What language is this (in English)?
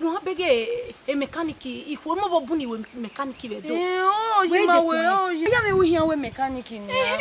Bini